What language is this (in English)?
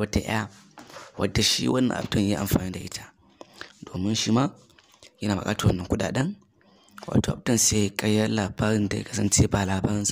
Hausa